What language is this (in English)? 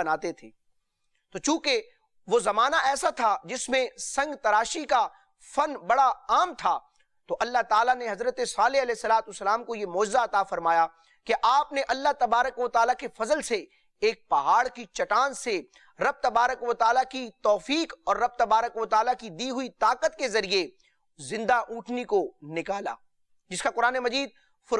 Urdu